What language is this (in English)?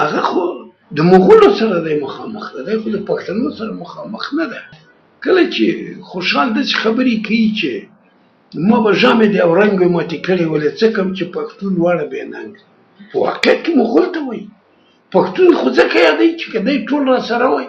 Pashto